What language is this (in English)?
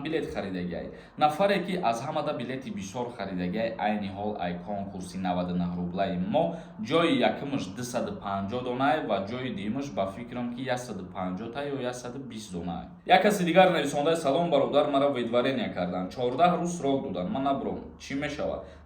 Tajik